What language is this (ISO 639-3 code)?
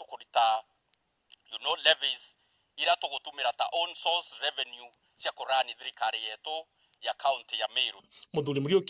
mer